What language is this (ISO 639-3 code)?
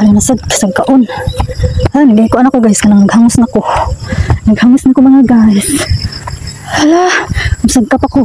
ceb